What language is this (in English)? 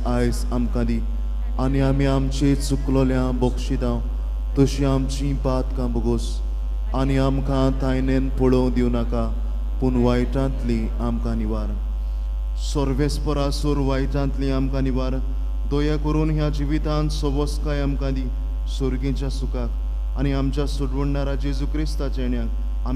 Konkani